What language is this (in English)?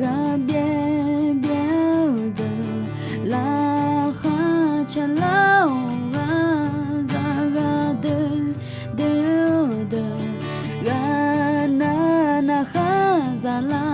Akha